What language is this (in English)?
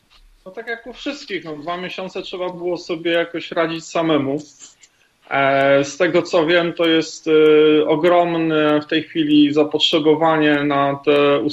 Polish